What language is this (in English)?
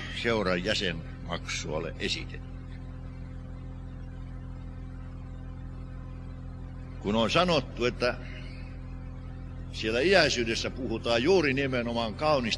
Finnish